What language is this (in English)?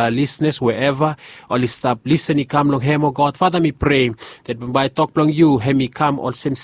Bislama